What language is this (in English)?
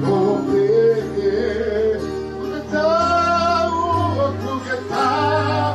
Tongan